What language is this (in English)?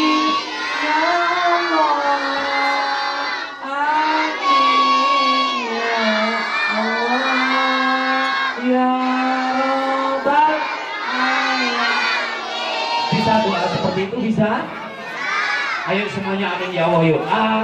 Indonesian